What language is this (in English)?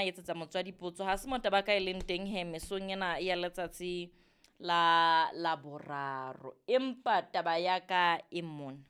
Southern Sotho